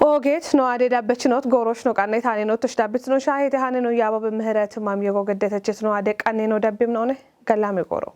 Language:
Kafa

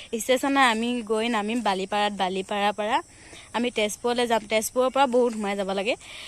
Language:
Assamese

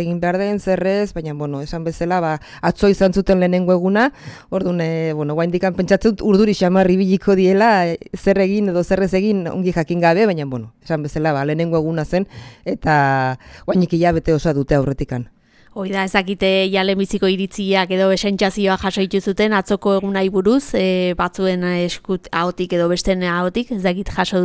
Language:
Basque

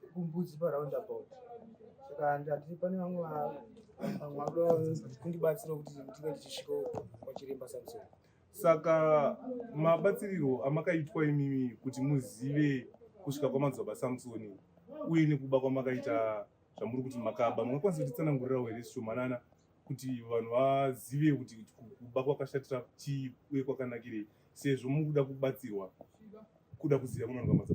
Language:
Shona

